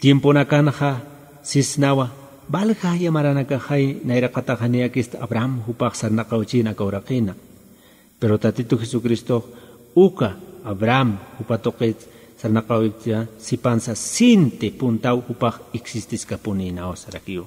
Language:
Aymara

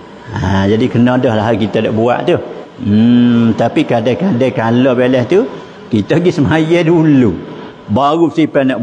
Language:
Malay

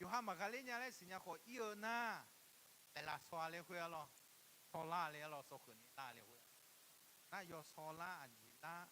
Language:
Akha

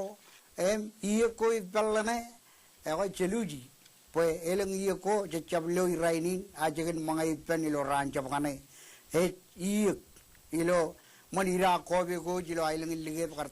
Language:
Marshallese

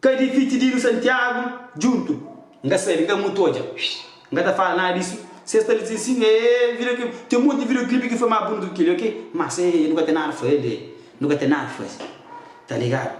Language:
Kabuverdianu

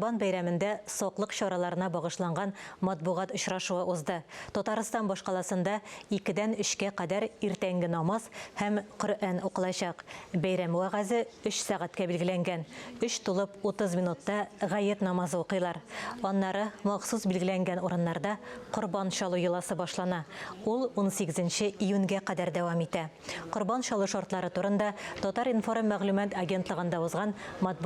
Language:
Tatar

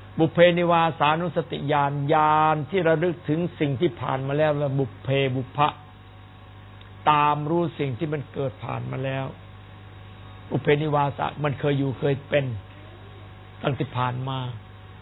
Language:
Thai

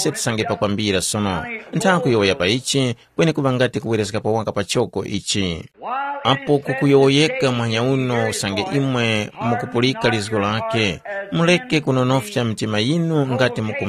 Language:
Tumbuka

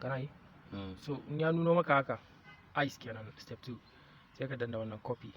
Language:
Hausa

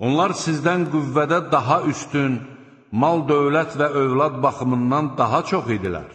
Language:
Azerbaijani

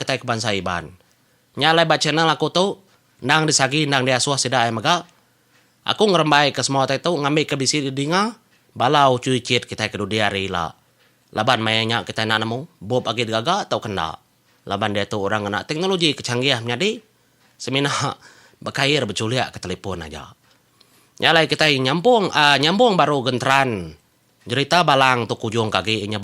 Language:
Iban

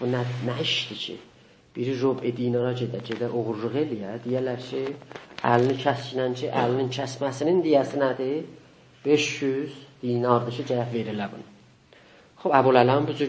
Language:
South Azerbaijani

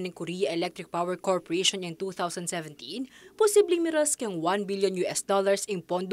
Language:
Pampanga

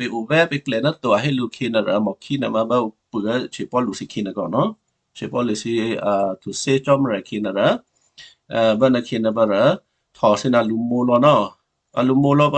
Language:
Western Kayah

